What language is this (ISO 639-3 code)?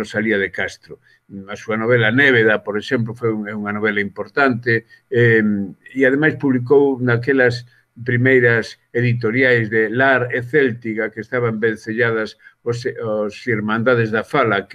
glg